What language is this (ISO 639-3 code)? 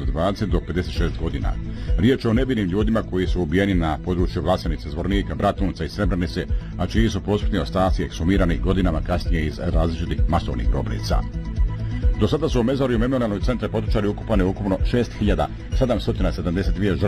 bos